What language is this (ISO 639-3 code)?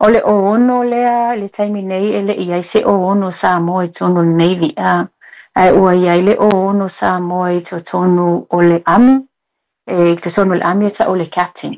smo